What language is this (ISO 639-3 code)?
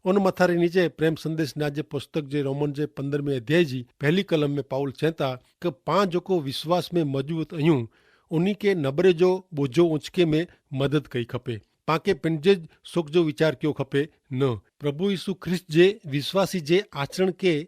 kfr